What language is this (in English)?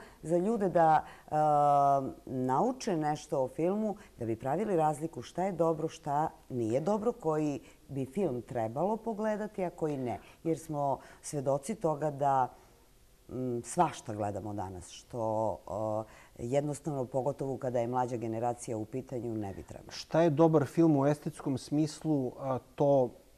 Serbian